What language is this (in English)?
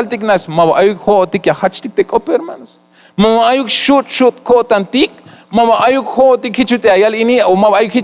Tzeltal